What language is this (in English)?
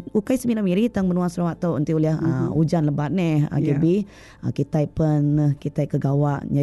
Iban